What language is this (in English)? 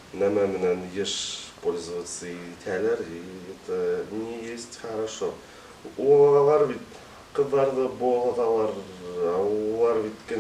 Bashkir